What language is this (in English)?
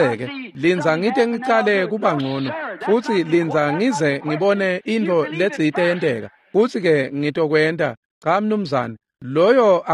Swati